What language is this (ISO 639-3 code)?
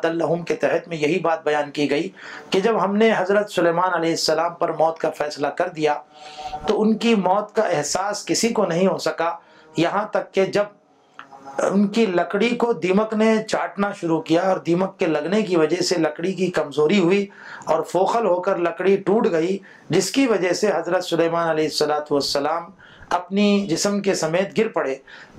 urd